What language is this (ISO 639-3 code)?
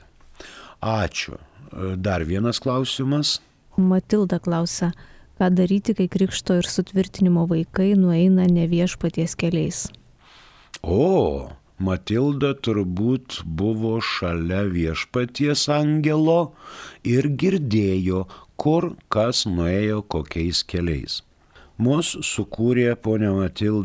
lit